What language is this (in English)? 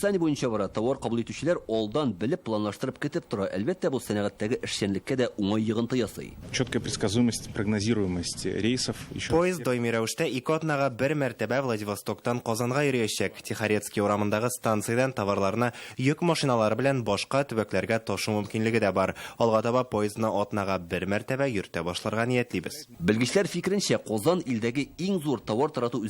Tatar